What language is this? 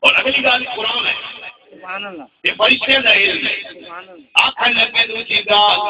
Saraiki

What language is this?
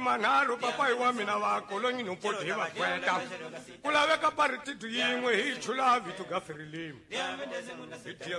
Tsonga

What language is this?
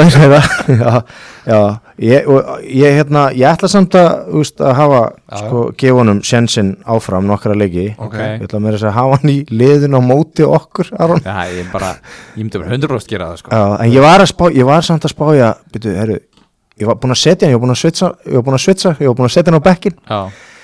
Icelandic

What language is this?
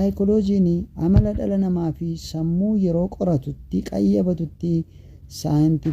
Oromo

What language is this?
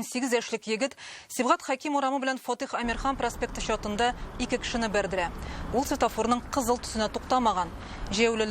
Tatar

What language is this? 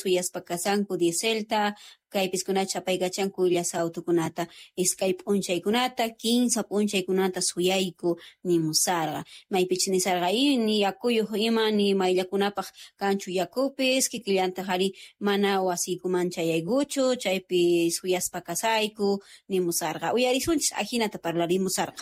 South Bolivian Quechua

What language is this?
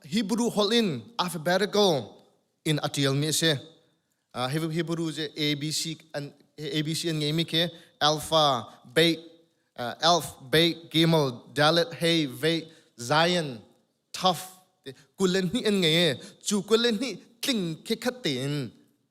Hakha Chin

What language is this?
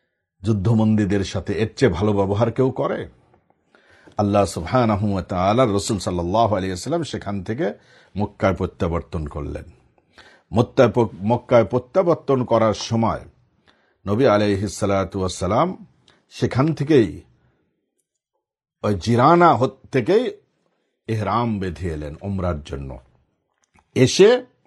Bangla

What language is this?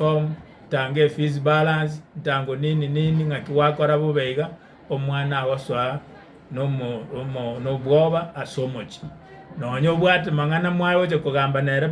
Gusii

